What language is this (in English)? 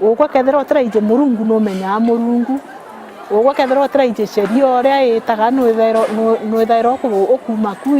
Meru